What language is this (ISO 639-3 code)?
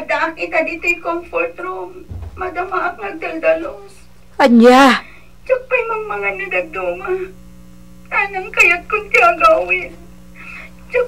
ilo